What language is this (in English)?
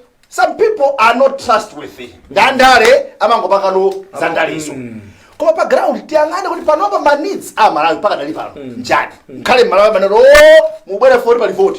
Nyanja